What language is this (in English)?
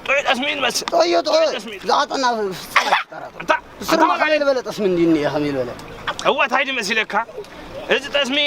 Tigrinya